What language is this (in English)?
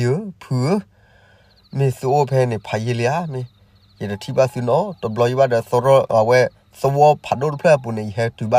S'gaw Karen